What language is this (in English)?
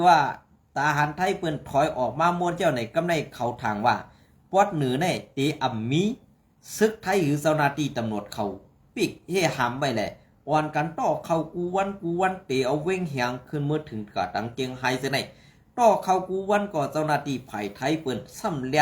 Shan